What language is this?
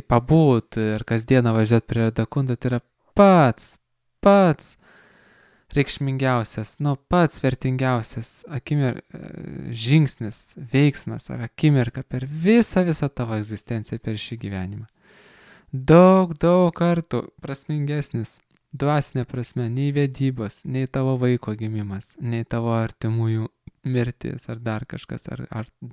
Lithuanian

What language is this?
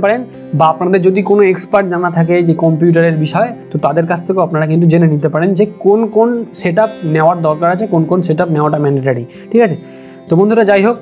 Bangla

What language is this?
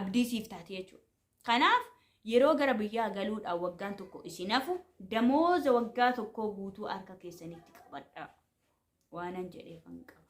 Oromo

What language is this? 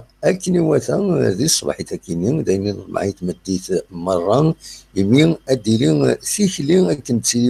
Kabyle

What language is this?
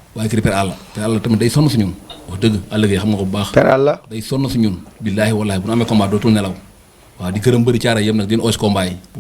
Wolof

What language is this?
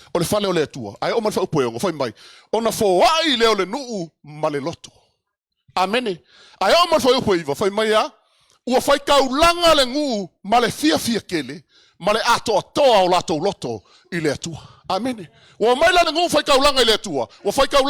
Samoan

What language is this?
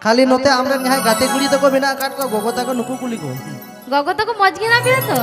Santali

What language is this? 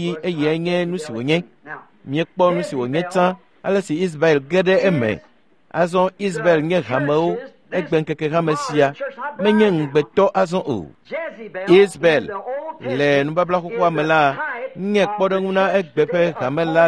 Ewe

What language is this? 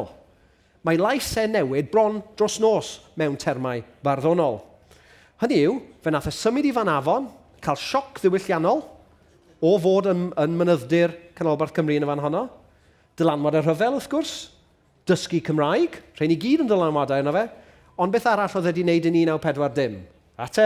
Welsh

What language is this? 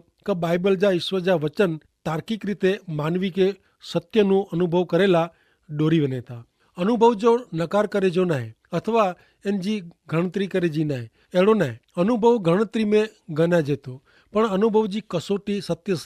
Kachhi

